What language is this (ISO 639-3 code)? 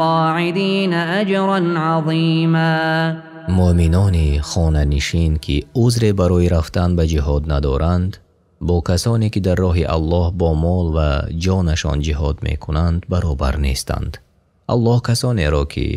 tgk